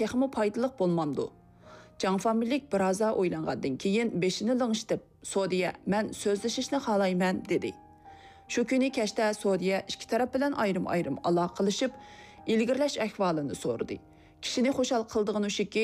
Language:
Uyghur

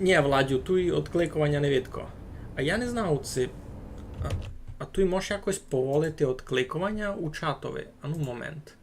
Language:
Rusyn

